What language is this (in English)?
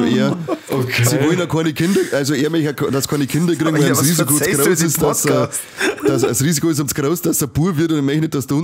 Bavarian